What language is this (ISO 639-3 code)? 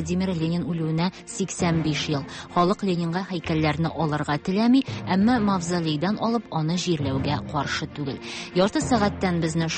tat